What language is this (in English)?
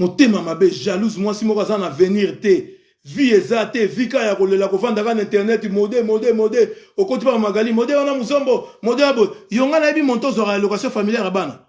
Lingala